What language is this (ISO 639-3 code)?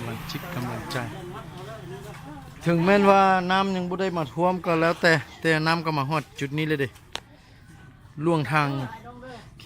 lao